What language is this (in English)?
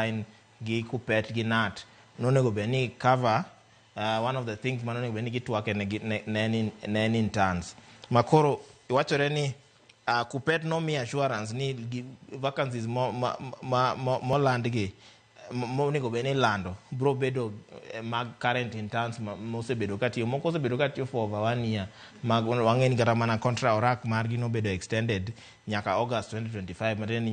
Luo (Kenya and Tanzania)